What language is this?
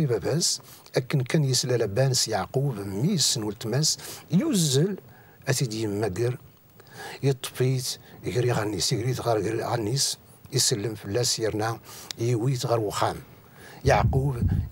Kabyle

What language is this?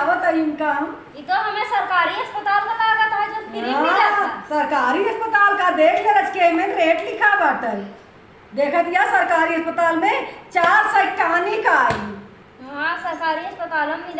Awadhi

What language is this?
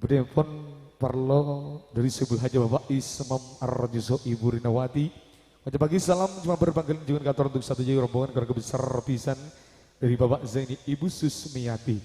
Madurese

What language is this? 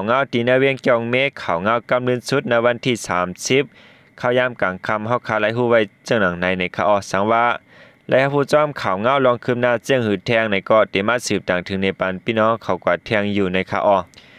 Shan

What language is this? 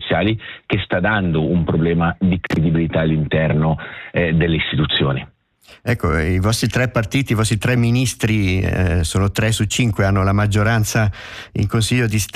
Italian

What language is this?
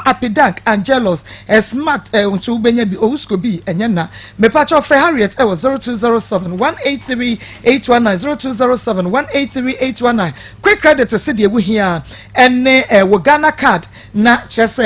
Akan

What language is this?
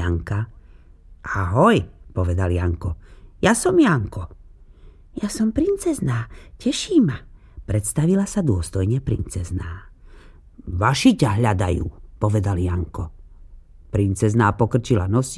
Slovak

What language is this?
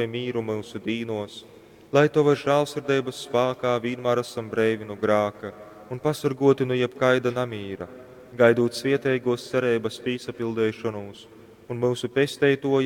Latgalian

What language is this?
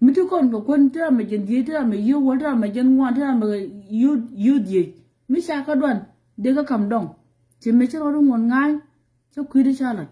Nuer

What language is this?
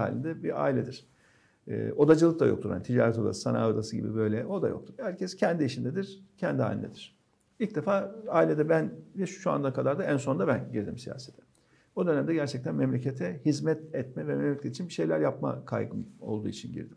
Turkish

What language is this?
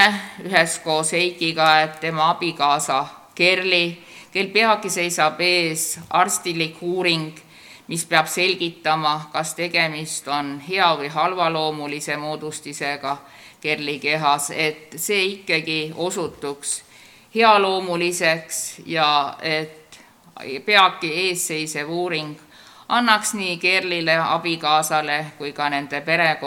Estonian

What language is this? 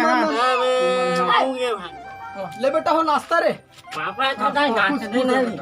Chhattisgarhi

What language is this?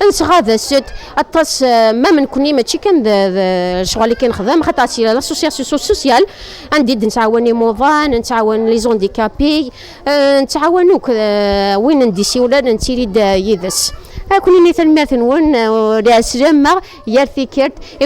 Kabyle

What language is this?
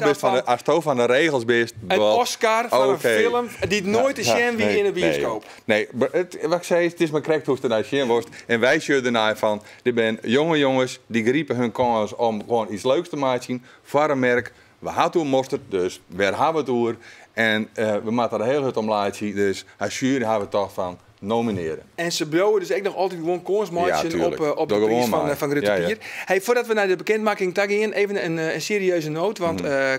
Western Frisian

